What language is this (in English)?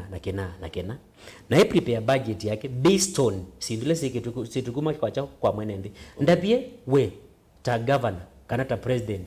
Kamba